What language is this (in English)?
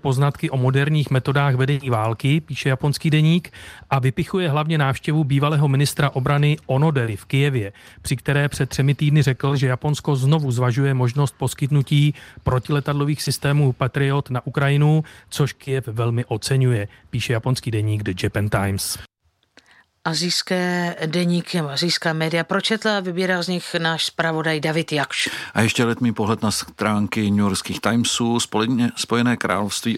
Czech